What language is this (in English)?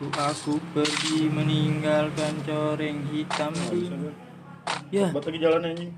Betawi